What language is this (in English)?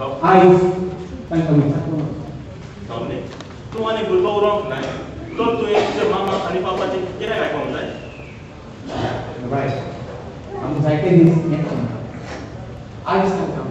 Konkani